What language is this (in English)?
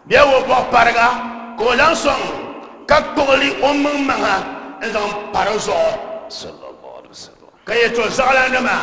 Dagbani